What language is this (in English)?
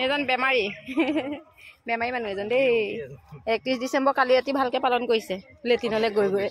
Assamese